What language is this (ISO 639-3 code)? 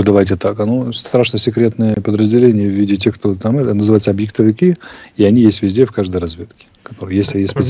rus